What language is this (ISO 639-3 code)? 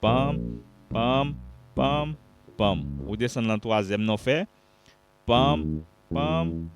hat